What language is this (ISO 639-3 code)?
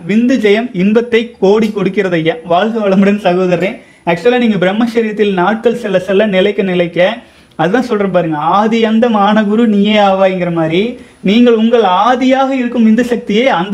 tam